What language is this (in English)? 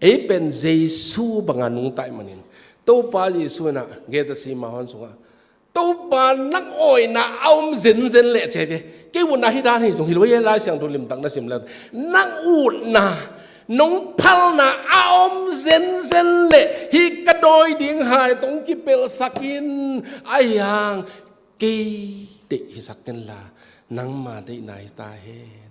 Tedim Chin